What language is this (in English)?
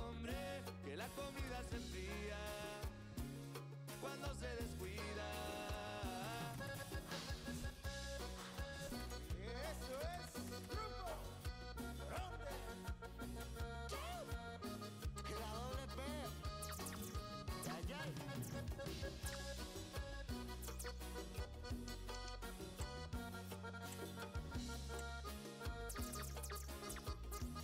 Spanish